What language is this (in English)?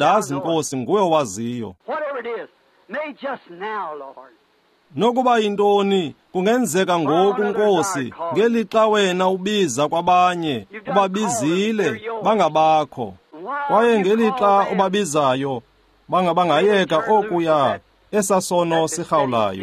Xhosa